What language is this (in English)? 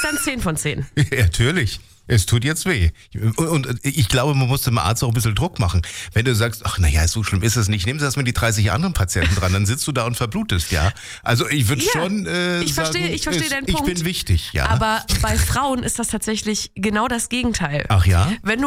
German